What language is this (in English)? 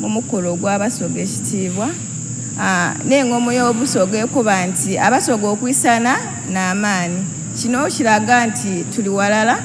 Soga